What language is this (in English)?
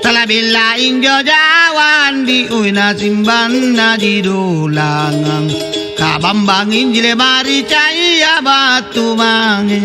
Makasar